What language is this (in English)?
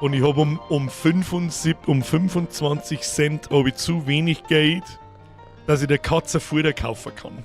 Bavarian